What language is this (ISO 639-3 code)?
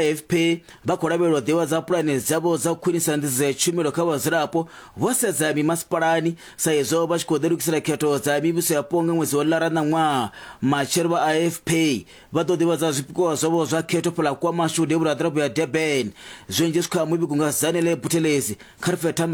ven